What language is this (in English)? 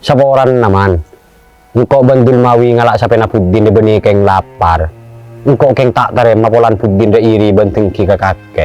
Madurese